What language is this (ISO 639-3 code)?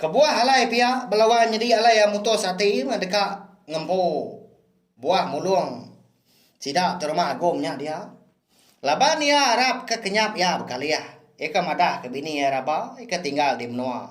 iba